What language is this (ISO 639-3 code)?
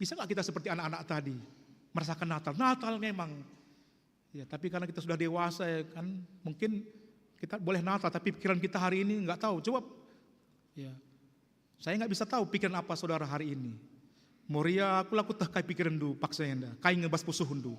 btx